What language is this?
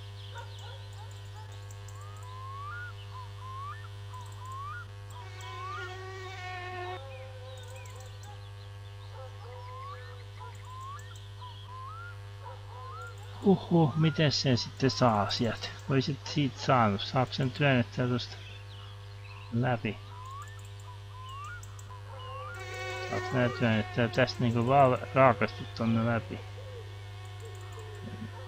Finnish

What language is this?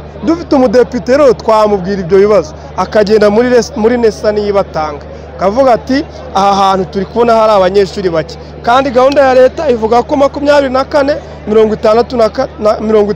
Kinyarwanda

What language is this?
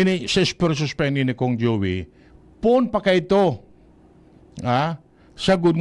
Bikol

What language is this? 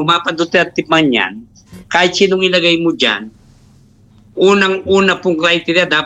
Filipino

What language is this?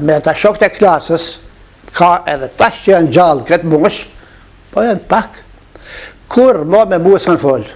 Albanian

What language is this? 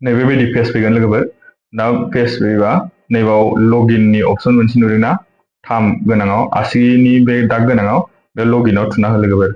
Bodo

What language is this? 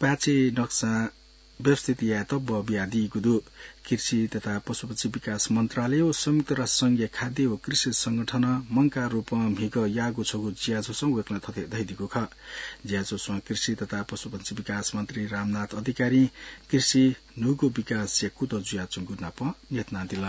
Newari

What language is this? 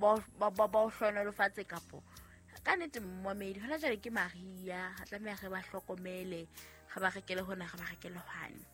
Southern Sotho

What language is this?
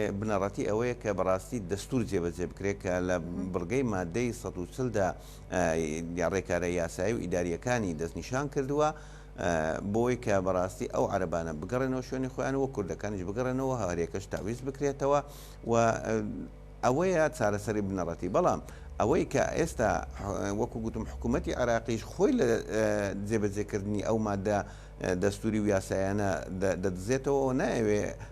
Central Kurdish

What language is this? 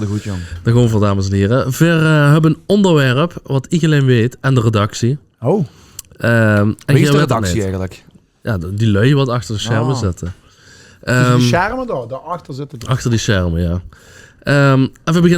Limburgish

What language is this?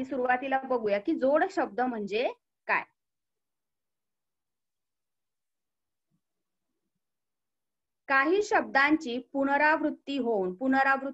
Marathi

